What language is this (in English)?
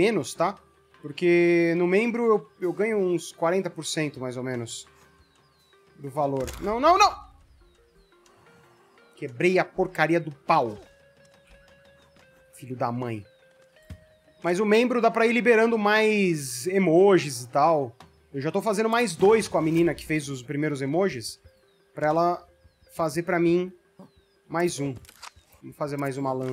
Portuguese